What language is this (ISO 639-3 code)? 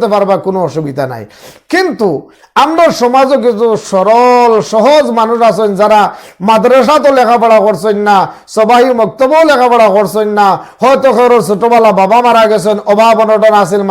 syl